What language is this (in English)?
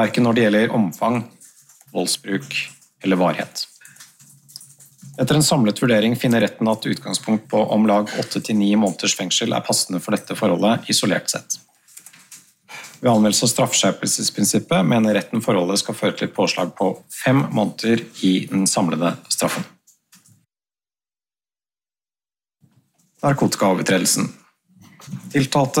Norwegian